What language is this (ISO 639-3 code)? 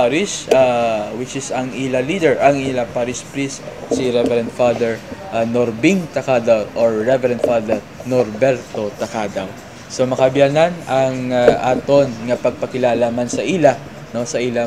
hil